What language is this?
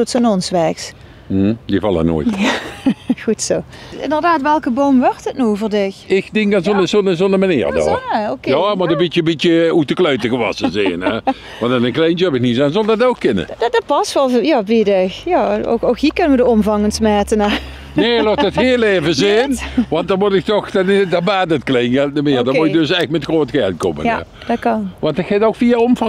Limburgish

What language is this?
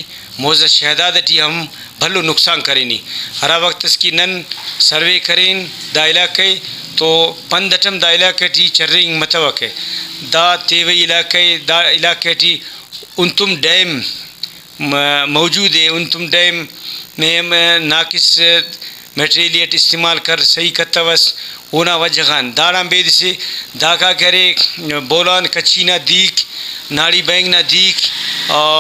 Brahui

